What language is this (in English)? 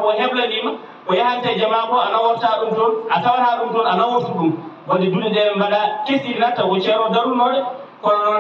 Fula